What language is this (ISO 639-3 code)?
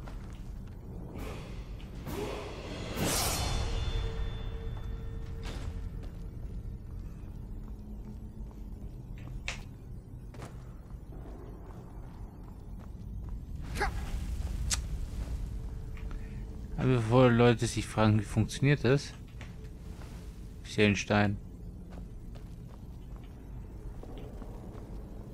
deu